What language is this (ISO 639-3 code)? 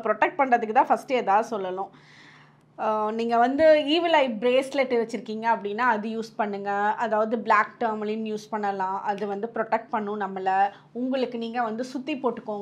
tam